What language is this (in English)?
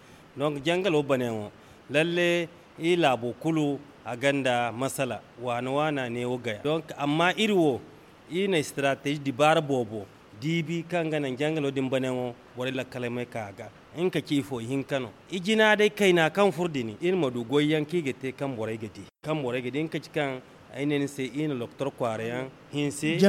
Zarma